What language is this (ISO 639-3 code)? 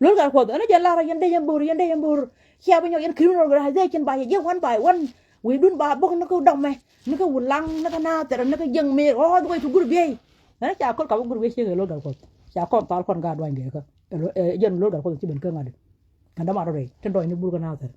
nus